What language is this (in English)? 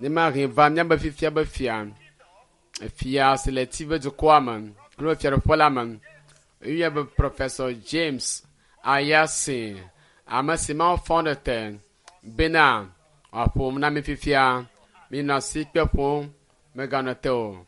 Ewe